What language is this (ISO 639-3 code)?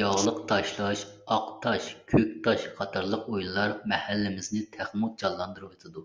uig